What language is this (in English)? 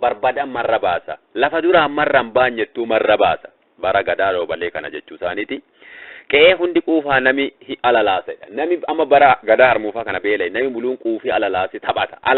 Oromo